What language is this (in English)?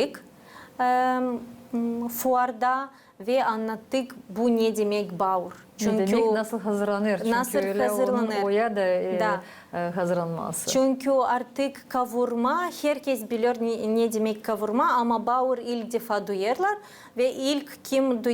Gagauz